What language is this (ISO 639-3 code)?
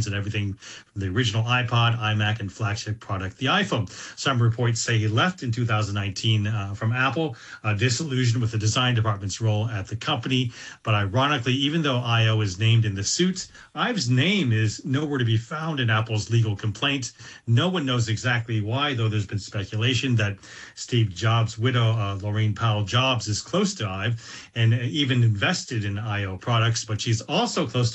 eng